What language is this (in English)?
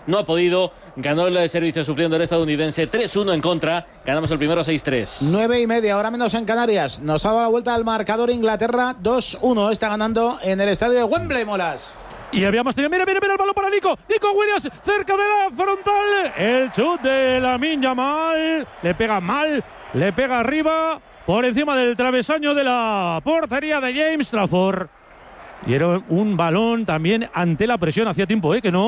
Spanish